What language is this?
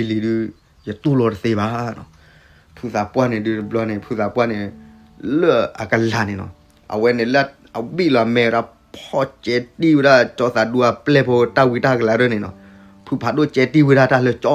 S'gaw Karen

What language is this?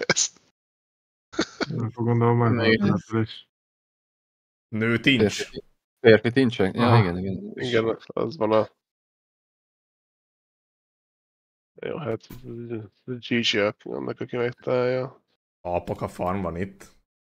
Hungarian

